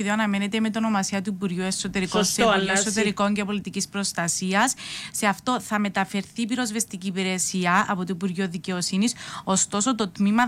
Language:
Greek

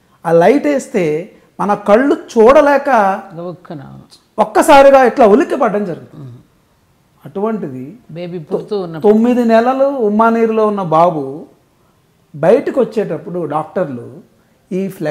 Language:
Telugu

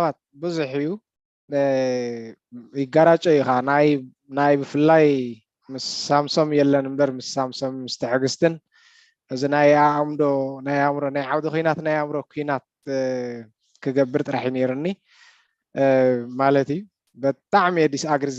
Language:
Tigrinya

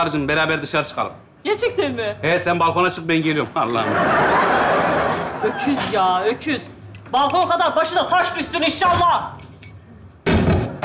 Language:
Turkish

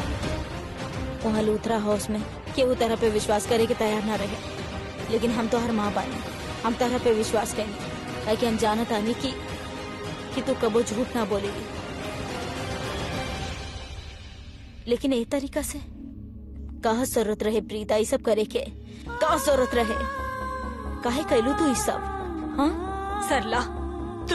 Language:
Bhojpuri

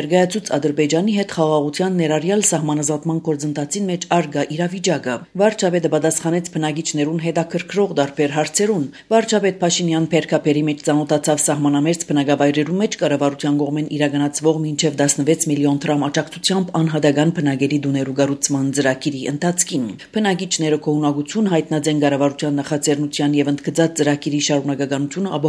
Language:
Armenian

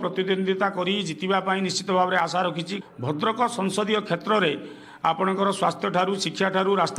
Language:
Odia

